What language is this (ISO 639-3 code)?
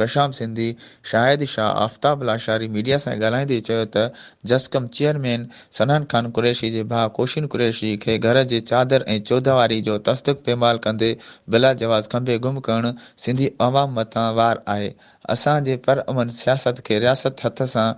snd